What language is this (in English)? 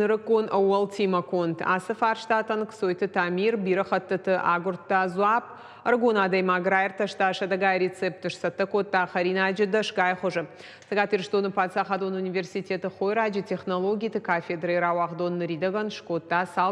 Ossetic